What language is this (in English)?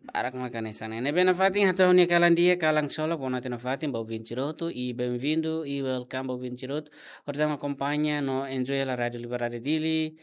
Tetum